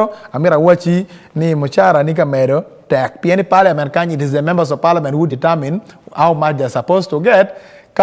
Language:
Acoli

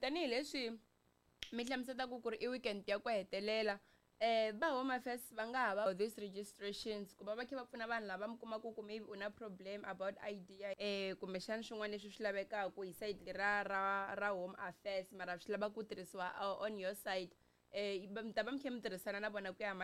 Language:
Tsonga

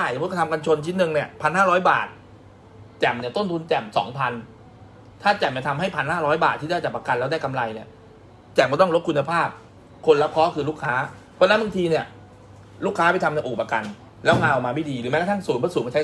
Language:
Thai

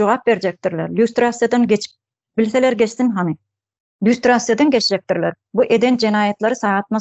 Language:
Turkmen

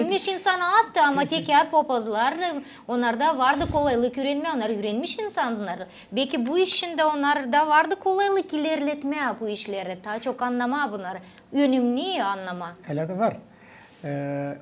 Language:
Gagauz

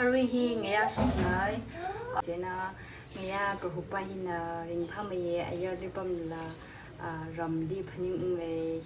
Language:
Tangkhul Naga (India)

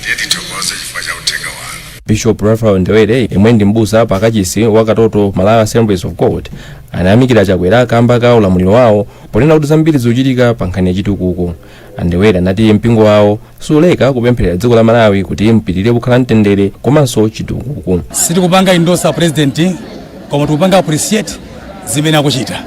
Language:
Nyanja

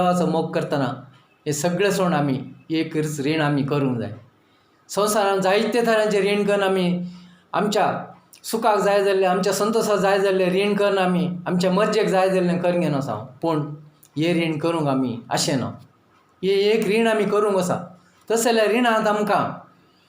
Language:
Konkani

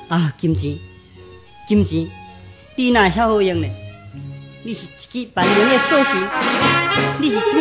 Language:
Min Nan Chinese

